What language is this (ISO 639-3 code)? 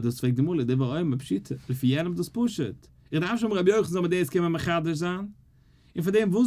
yid